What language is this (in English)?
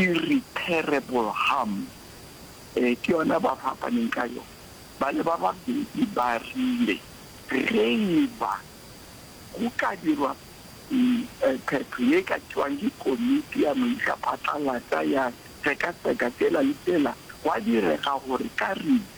Northern Sotho